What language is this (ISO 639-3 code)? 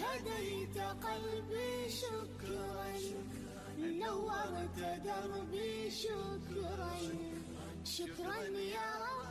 kum